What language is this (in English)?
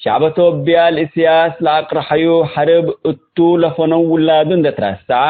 Tigre